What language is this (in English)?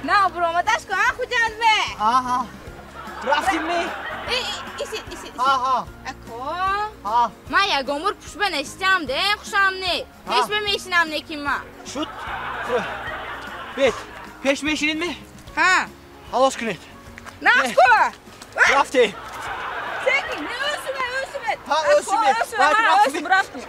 Tajik